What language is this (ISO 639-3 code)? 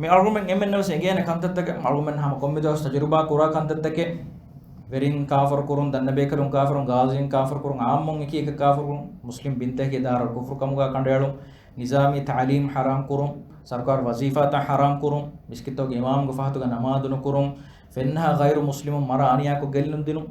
div